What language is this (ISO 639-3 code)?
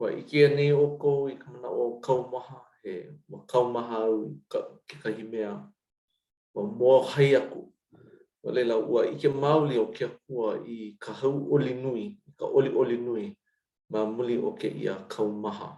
haw